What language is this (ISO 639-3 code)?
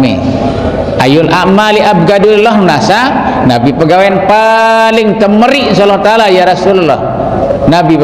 sas